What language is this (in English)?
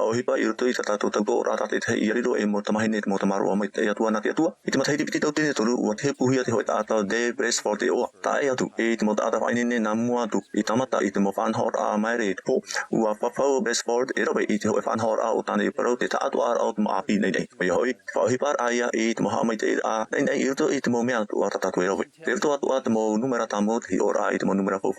Tahitian